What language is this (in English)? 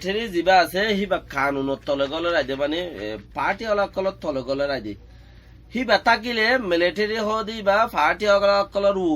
Rohingya